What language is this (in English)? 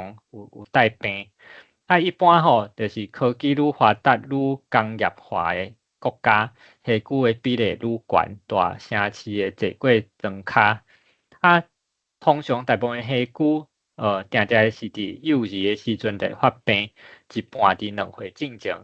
Min Nan Chinese